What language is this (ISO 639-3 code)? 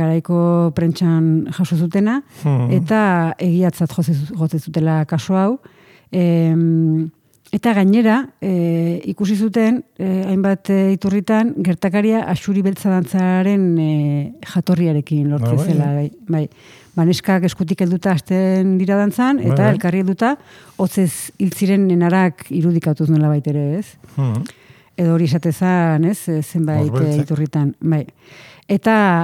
eus